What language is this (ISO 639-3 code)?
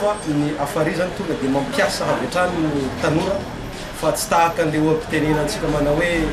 mlg